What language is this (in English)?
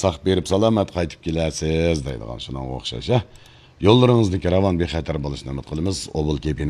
Uyghur